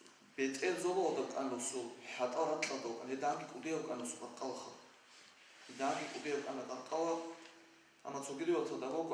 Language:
Avaric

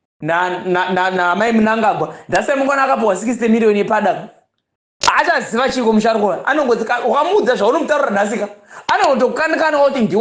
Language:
Shona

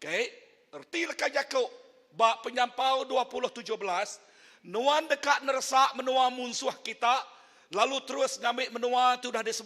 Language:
Iban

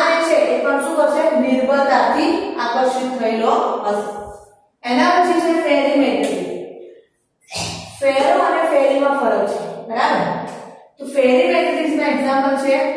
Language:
Gujarati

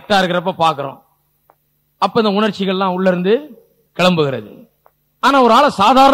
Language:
Tamil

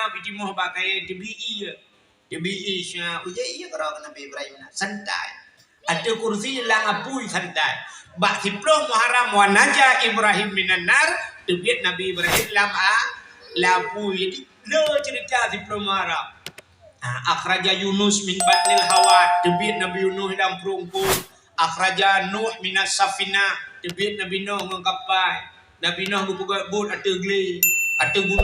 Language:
Achinese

